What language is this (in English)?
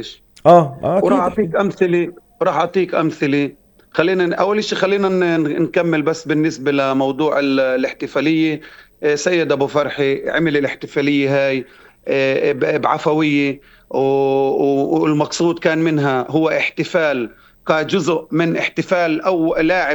North Levantine Arabic